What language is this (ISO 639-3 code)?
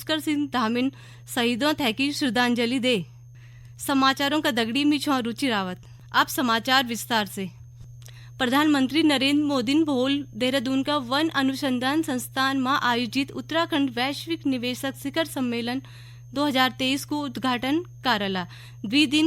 gbm